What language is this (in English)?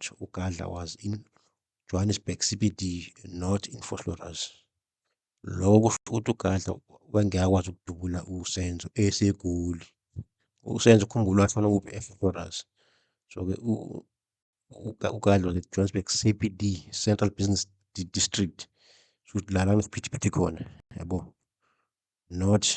Zulu